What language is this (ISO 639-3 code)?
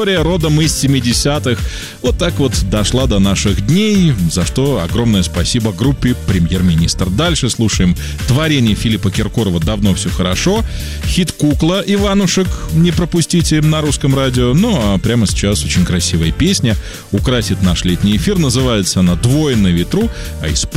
rus